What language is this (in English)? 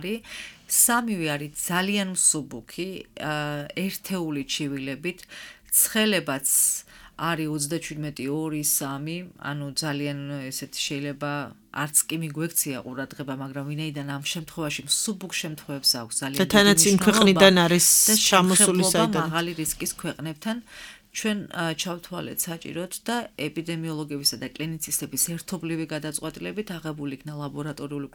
Georgian